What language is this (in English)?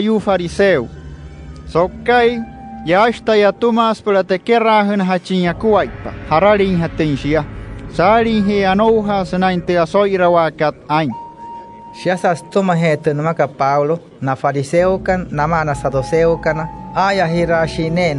Wayuu